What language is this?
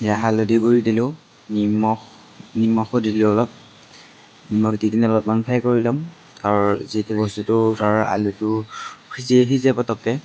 Assamese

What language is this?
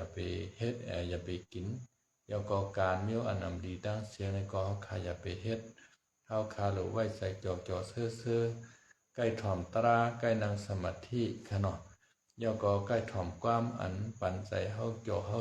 Shan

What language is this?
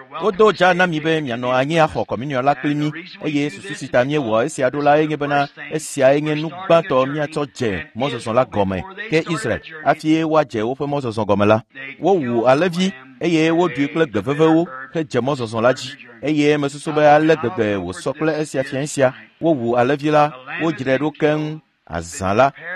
Ewe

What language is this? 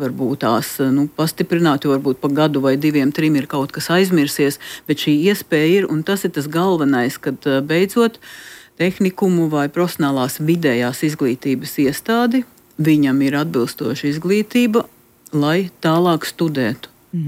Latvian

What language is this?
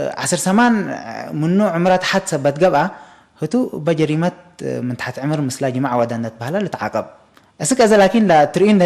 Tigre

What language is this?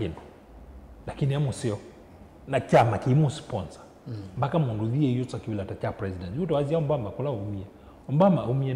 Kamba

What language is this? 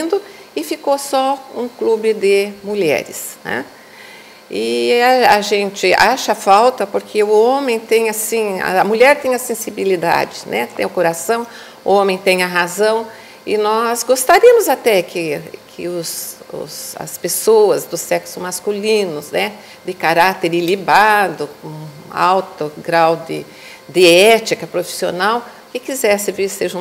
Portuguese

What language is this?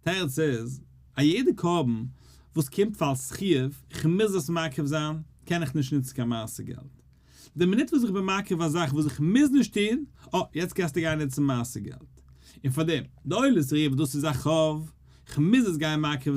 Yiddish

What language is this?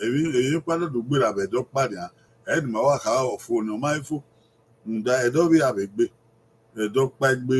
Bini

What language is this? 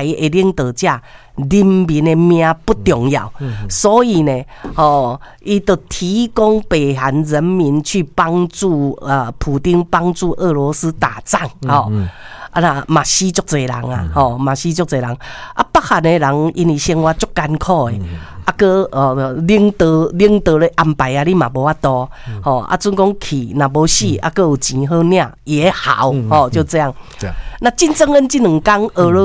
Min Nan Chinese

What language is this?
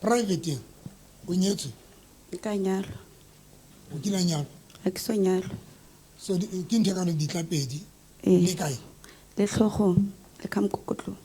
Southern Sotho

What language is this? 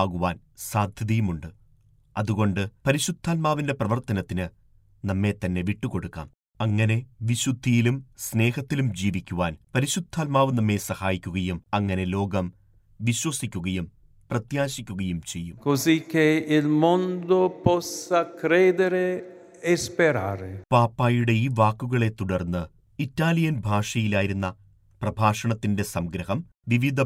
Malayalam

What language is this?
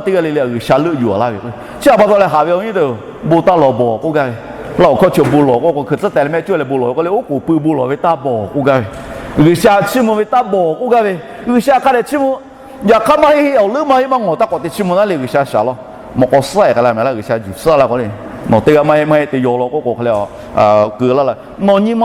Lahu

